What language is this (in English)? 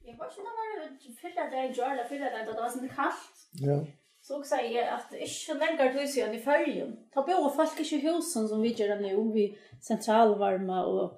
Faroese